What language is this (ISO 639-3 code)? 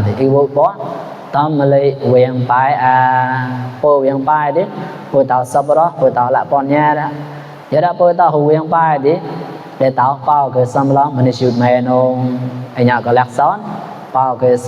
mnw